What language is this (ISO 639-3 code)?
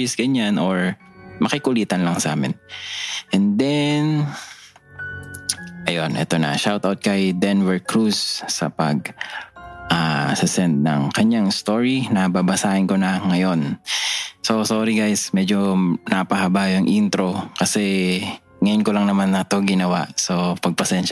fil